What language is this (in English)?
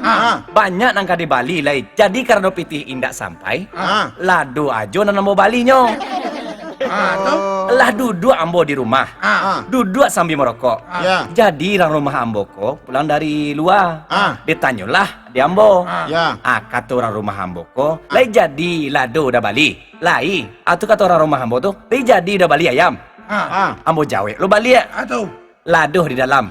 Minangkabau